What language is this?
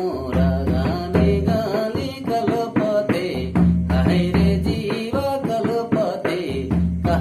Sadri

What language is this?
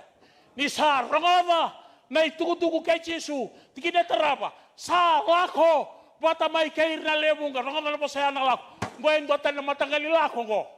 Fijian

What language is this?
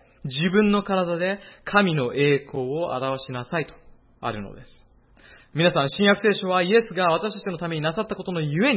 Japanese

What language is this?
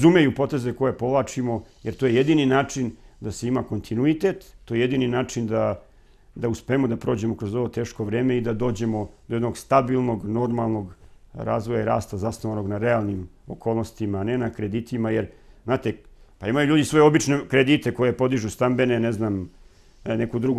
Serbian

